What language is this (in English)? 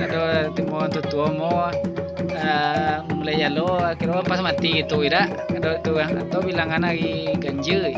Minangkabau